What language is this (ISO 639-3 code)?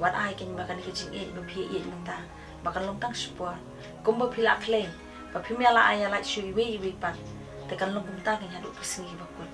kha